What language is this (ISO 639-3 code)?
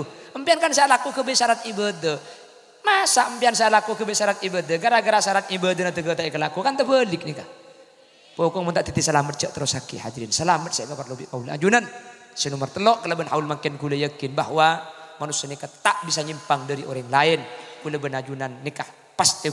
mad